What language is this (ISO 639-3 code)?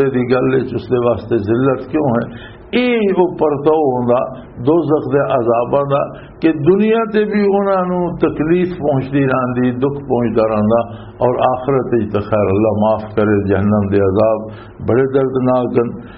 lah